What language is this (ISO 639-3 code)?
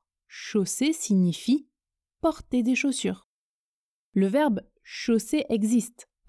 fra